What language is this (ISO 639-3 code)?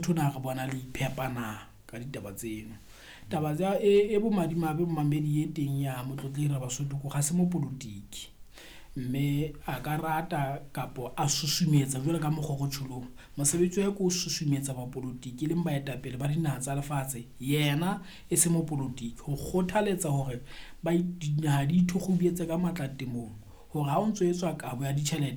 sot